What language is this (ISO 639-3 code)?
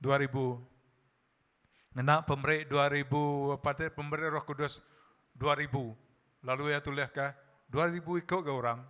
iba